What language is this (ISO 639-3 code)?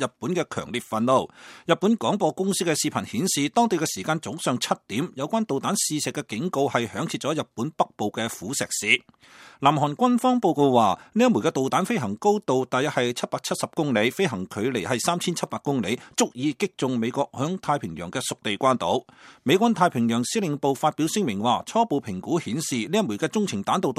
yue